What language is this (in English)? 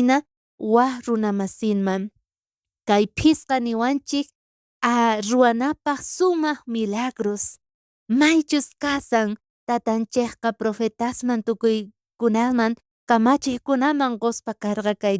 South Bolivian Quechua